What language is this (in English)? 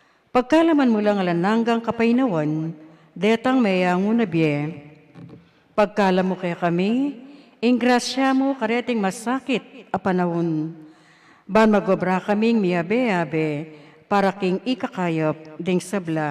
Pampanga